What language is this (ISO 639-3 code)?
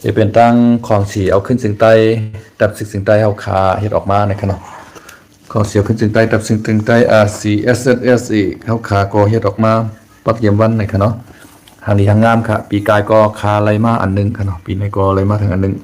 shn